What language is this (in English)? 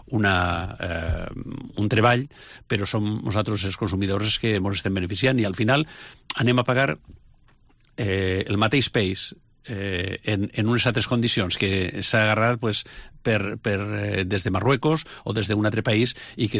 Catalan